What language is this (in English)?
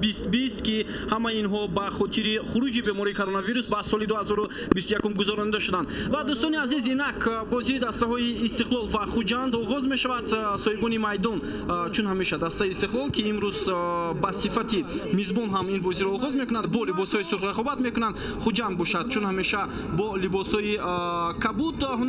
Tajik